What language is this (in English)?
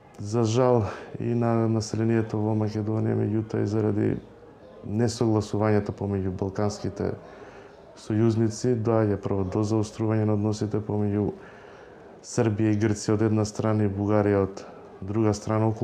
Macedonian